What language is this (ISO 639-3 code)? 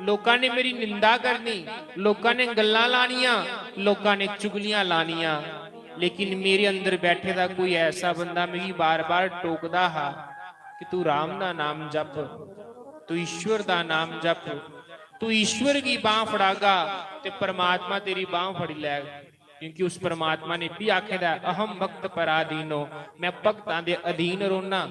doi